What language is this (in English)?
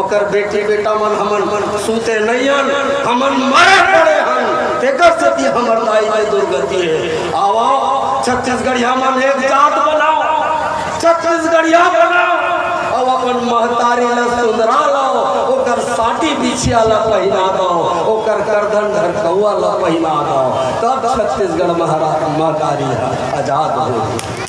Chhattisgarhi